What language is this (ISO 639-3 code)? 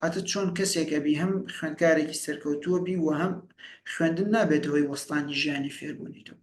ckb